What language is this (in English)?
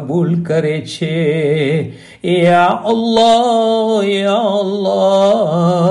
Gujarati